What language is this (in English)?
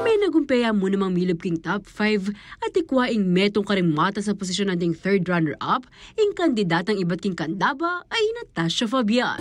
Pampanga